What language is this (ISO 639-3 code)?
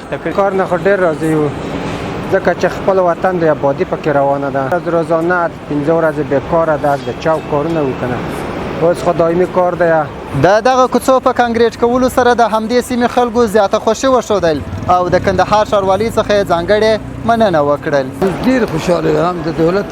pus